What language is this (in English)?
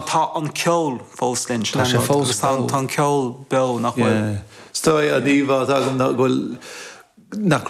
Irish